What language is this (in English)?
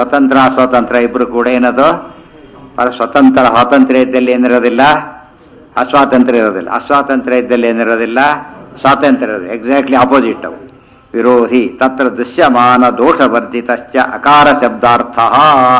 Kannada